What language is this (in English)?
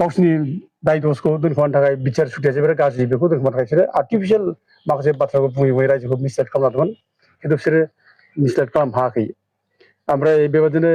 Bodo